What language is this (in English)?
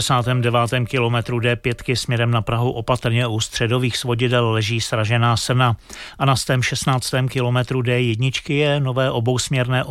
Czech